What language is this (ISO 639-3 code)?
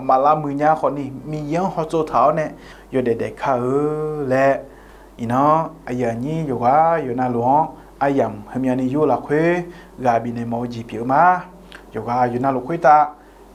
ahk